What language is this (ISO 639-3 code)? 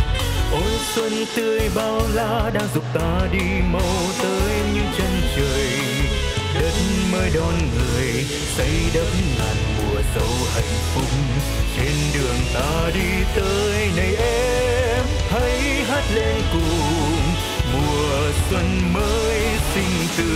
vie